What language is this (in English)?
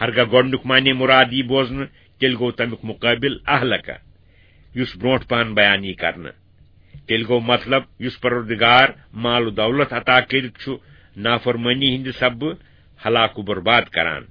Kashmiri